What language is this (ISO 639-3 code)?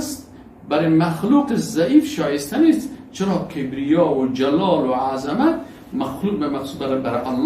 fas